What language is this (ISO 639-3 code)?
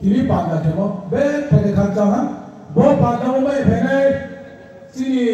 ria